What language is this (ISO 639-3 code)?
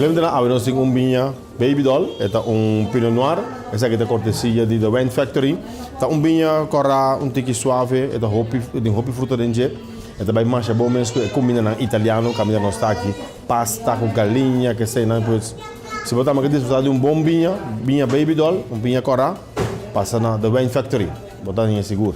pap